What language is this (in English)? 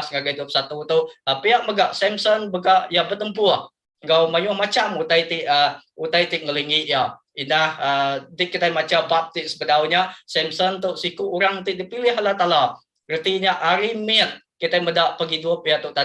Iban